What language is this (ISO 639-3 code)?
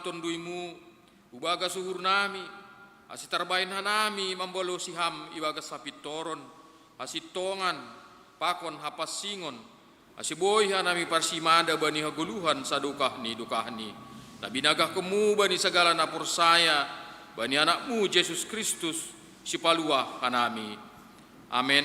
bts